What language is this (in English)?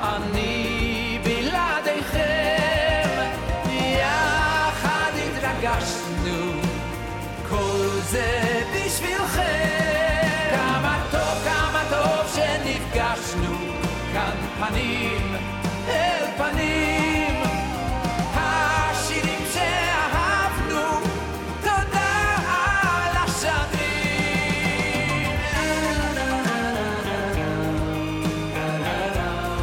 Hebrew